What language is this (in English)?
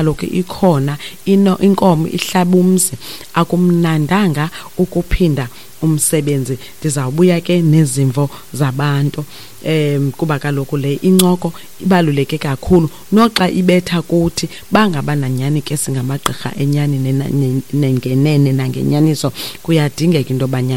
Xhosa